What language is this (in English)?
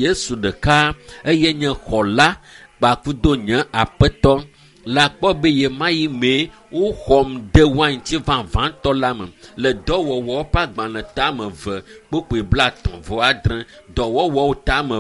Ewe